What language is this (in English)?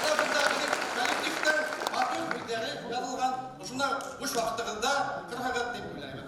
Bashkir